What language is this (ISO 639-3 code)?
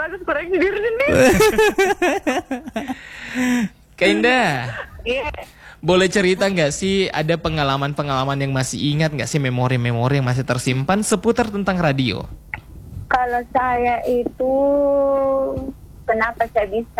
ind